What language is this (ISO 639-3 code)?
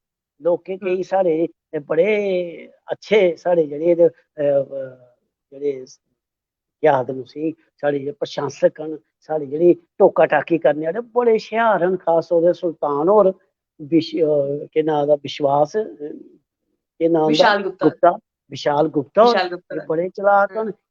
doi